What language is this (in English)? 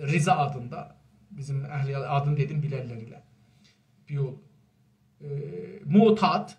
South Azerbaijani